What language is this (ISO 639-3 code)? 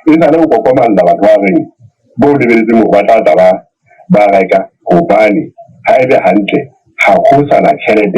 sot